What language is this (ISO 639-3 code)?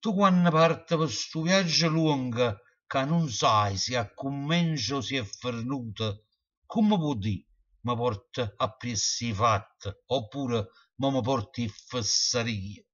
nap